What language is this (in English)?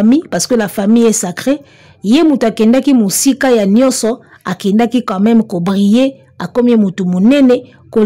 Lingala